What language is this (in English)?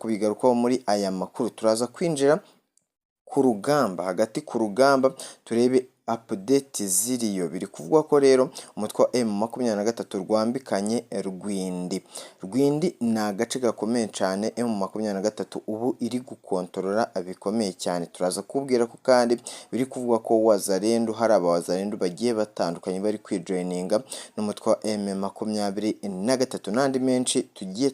Rundi